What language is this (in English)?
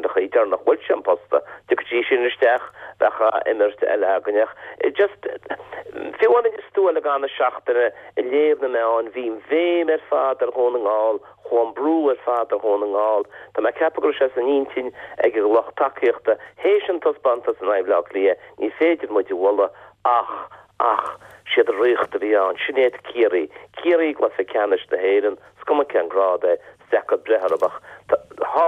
Irish